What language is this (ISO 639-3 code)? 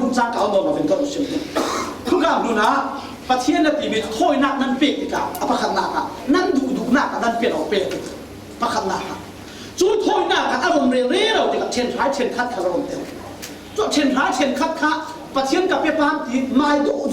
cfm